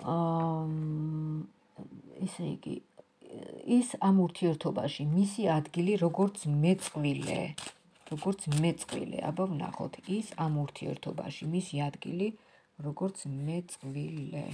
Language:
Georgian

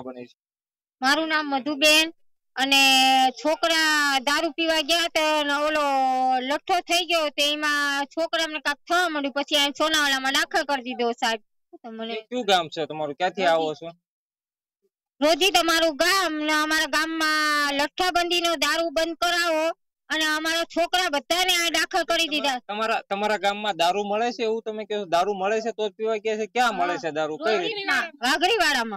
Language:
Gujarati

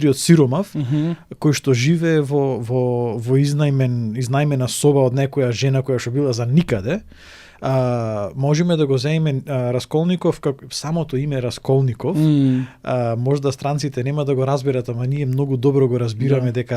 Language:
Macedonian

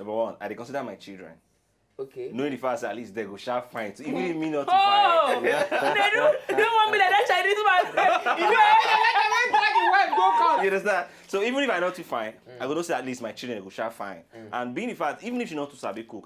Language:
Nigerian Pidgin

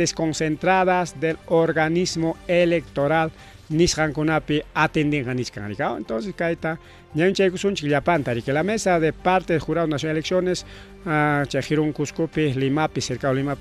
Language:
Ayacucho Quechua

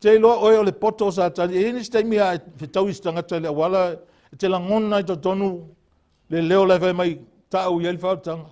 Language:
Samoan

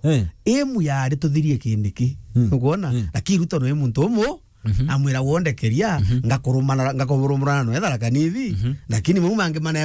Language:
Meru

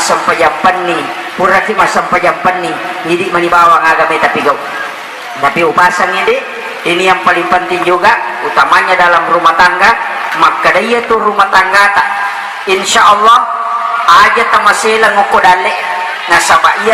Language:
Buginese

